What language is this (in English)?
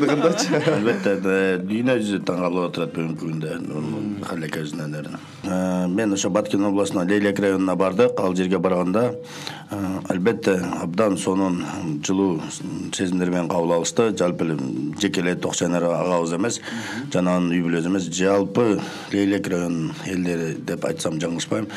Kyrgyz